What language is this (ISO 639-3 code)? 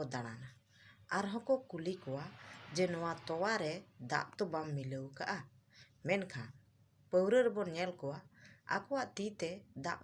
sat